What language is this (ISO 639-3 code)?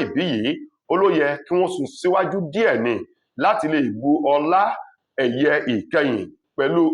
yor